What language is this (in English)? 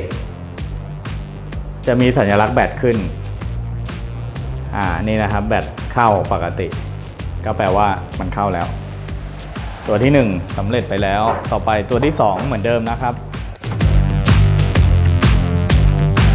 Thai